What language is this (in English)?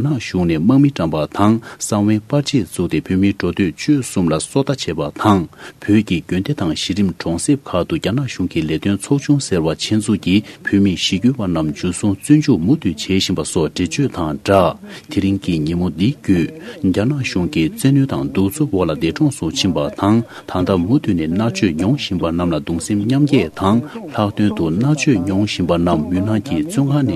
Tibetan